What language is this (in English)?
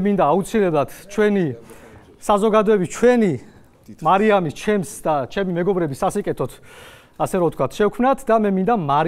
Georgian